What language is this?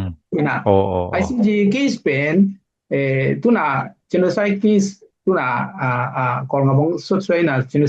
Tedim Chin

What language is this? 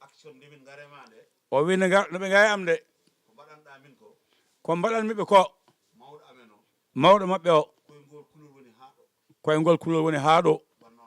Fula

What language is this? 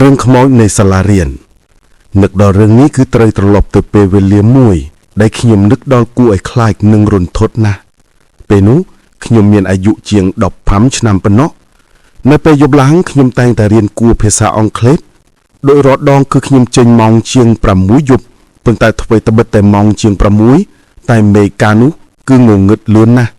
Khmer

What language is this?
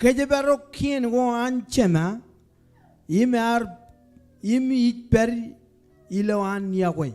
Marshallese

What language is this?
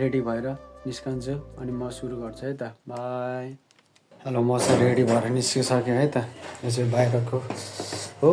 Nepali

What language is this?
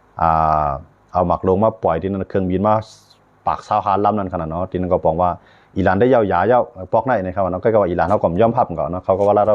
Shan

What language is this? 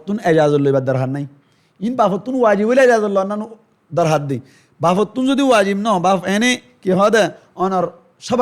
Rohingya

